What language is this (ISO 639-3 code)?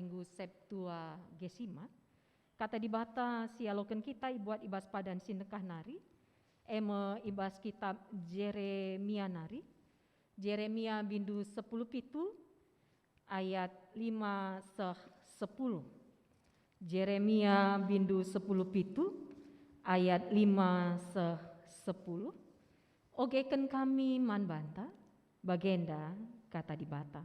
btx